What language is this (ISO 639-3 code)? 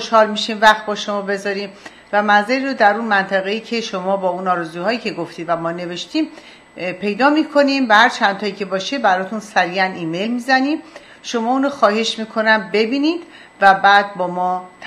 fas